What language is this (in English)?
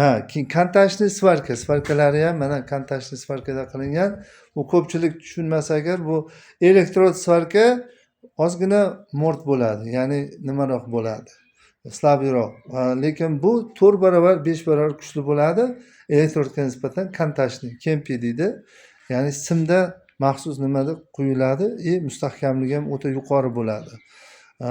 Uzbek